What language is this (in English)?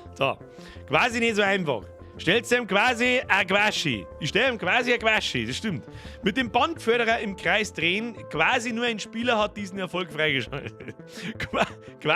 Bavarian